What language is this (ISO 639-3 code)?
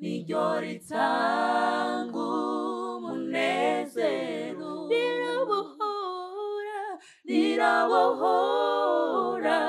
run